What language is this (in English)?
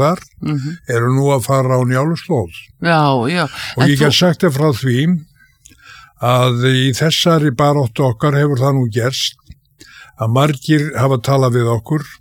Icelandic